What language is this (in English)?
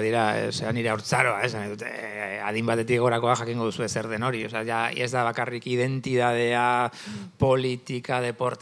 Basque